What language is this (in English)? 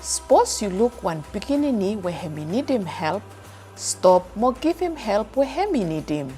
Bislama